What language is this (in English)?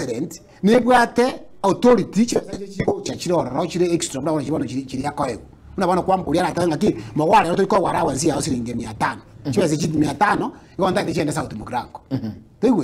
Gusii